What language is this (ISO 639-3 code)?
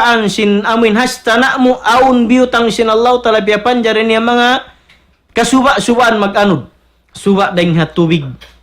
tsg